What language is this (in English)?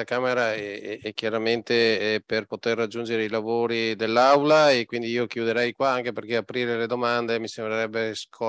Italian